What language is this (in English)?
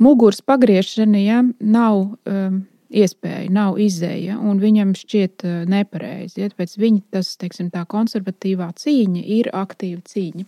Latvian